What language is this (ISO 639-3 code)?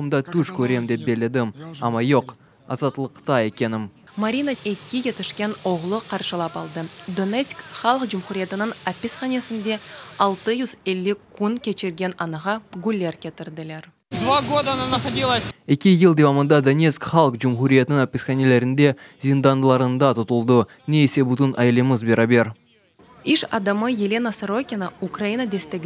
crh